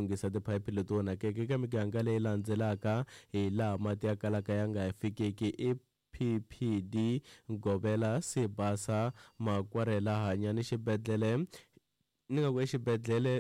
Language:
Tsonga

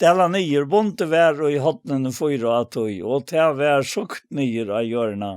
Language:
Faroese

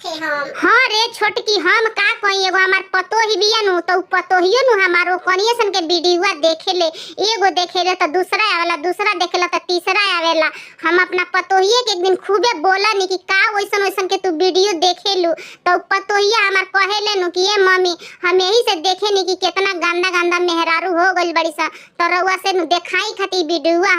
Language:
Bhojpuri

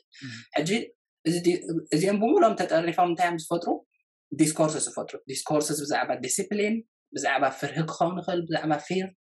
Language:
Tigrinya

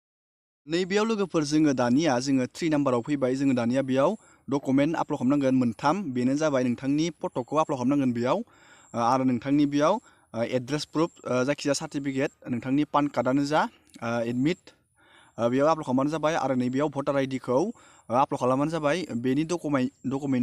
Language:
Bodo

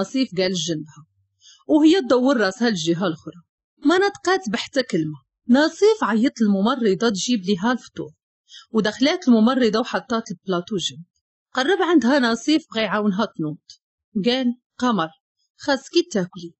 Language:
Moroccan Arabic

